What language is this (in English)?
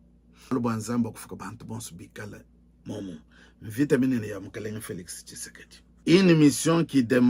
Luba-Lulua